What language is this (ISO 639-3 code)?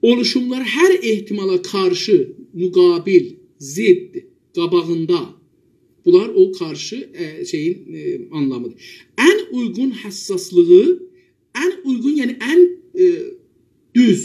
azb